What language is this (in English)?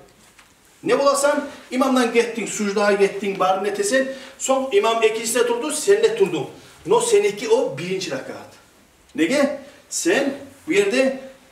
Kumyk